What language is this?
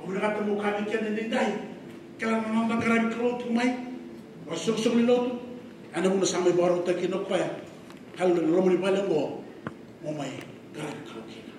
Fijian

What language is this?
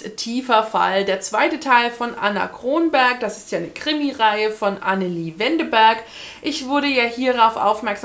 German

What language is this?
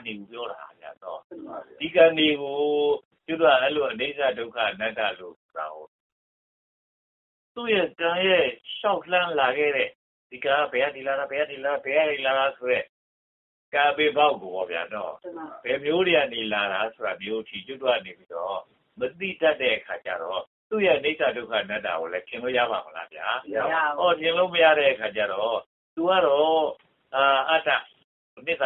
Burmese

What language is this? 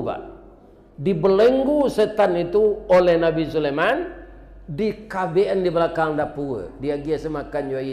Minangkabau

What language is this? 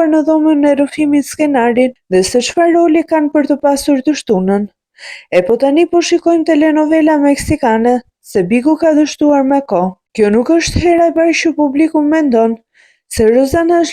Albanian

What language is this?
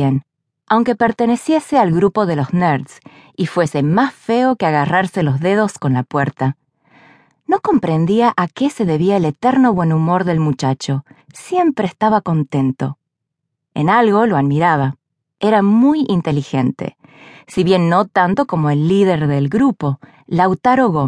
Spanish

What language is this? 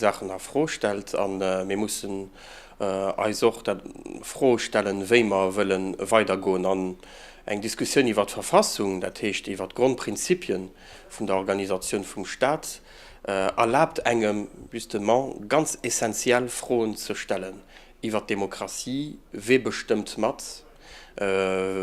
Luxembourgish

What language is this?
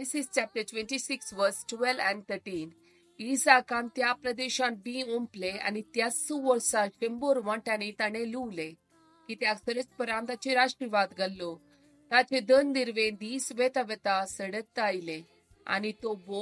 Konkani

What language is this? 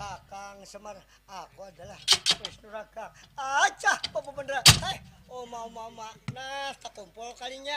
Banjar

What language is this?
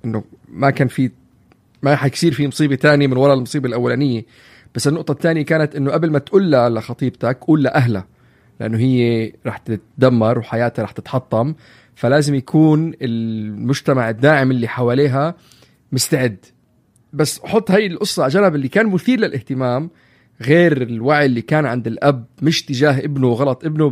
North Levantine Arabic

